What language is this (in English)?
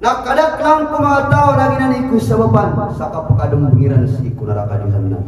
Maranao